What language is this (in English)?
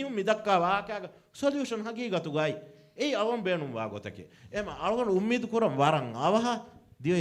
Divehi